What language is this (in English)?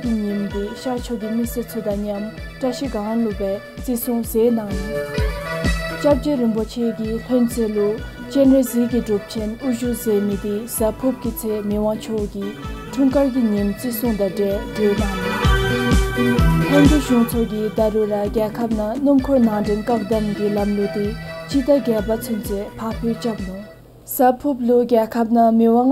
Dzongkha